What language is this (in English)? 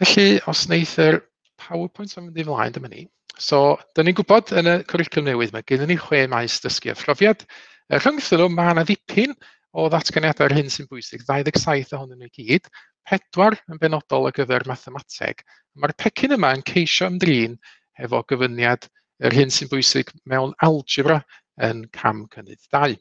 Welsh